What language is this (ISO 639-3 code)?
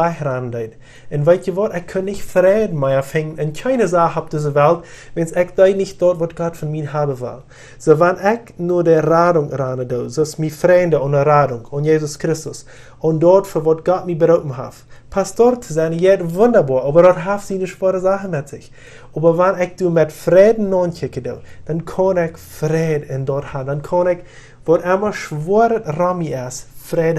pdt